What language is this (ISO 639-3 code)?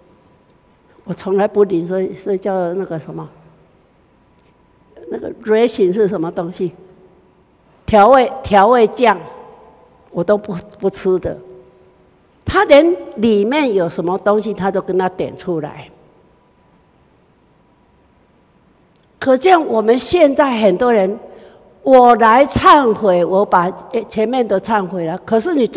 zho